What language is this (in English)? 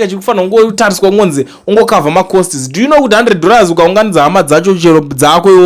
Shona